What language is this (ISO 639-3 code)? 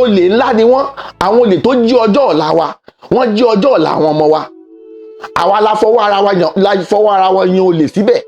yor